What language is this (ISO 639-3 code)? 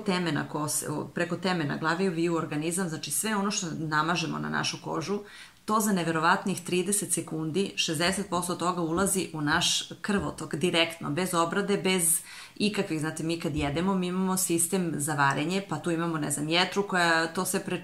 srp